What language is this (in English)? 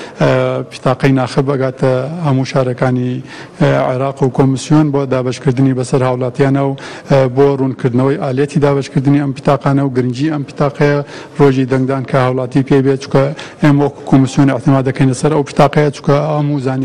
Central Kurdish